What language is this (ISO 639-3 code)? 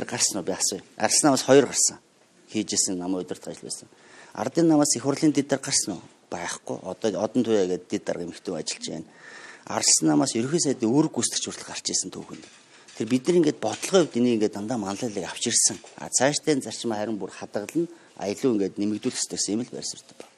mon